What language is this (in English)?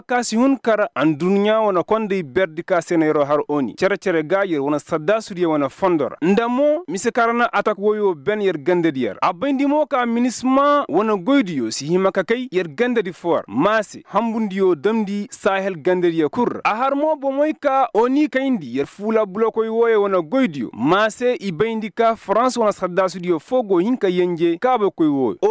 Koyraboro Senni